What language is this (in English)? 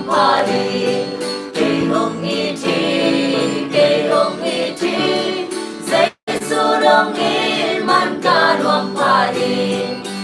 Tedim Chin